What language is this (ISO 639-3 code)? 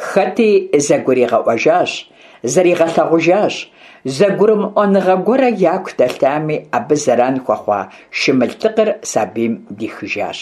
kbd